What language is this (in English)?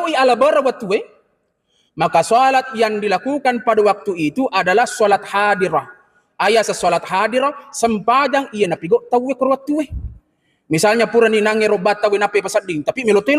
Buginese